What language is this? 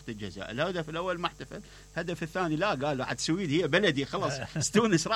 Mesopotamian Arabic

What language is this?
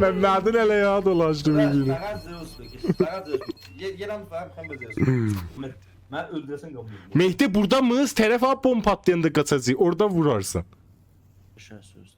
South Azerbaijani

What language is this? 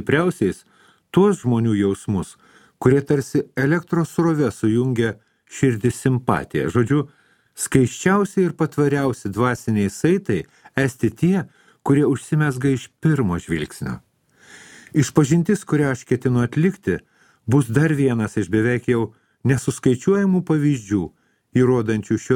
Lithuanian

